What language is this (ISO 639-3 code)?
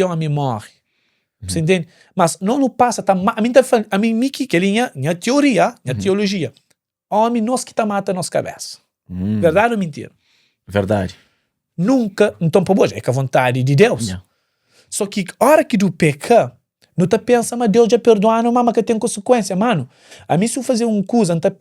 kea